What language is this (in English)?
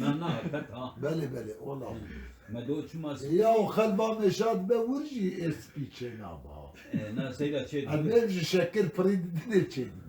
Kurdish